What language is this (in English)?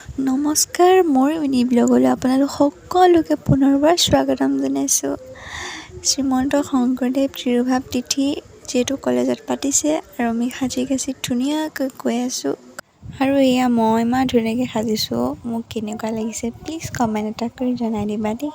Assamese